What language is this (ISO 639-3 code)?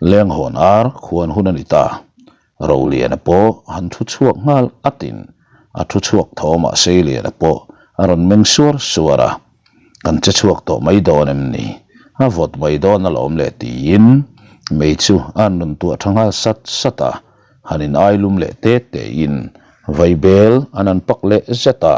lus